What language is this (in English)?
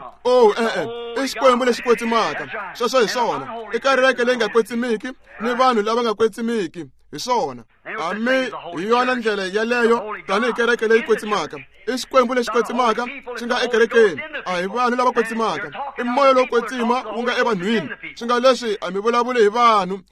Tsonga